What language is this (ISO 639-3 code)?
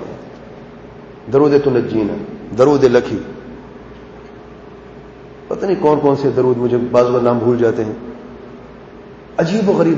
urd